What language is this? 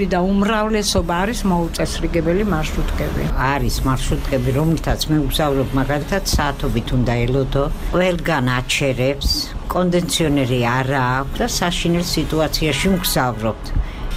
Georgian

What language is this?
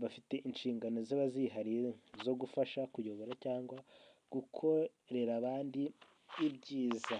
Kinyarwanda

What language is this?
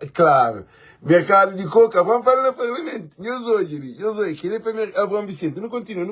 Kabuverdianu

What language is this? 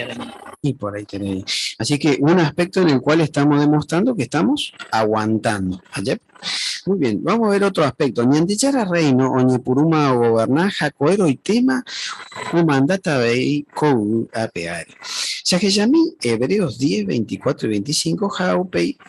Guarani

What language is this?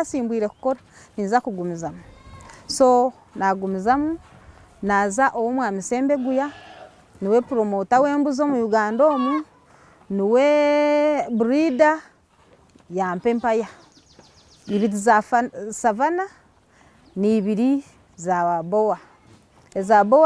Nyankole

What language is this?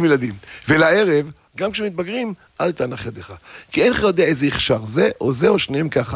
Hebrew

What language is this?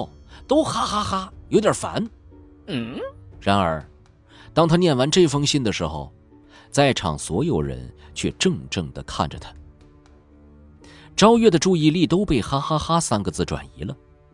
Chinese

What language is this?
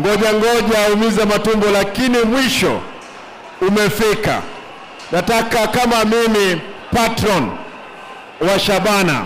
Gusii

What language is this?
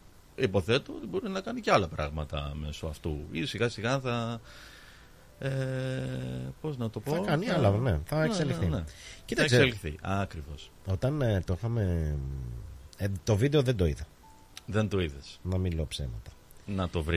Greek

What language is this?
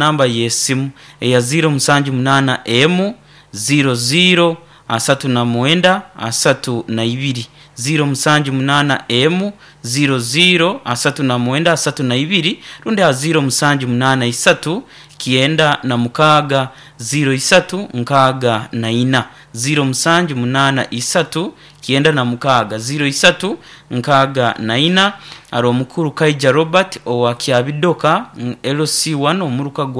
Nyoro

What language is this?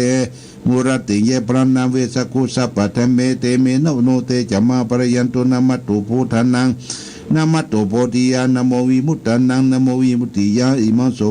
Pali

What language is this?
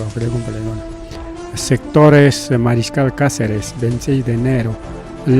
Ayacucho Quechua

